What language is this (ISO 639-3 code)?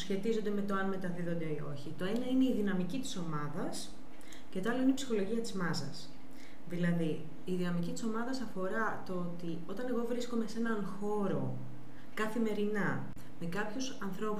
ell